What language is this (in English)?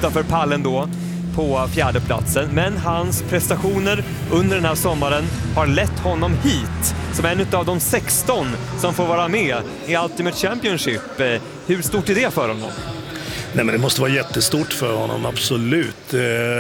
Swedish